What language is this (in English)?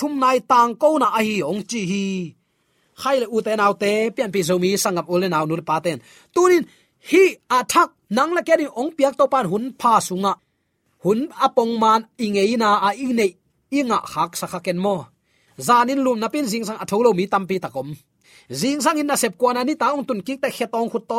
Tedim Chin